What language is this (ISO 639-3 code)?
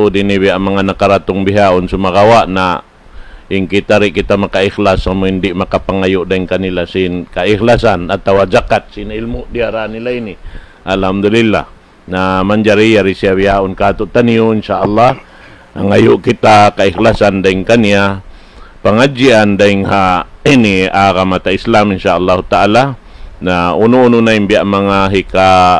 tsg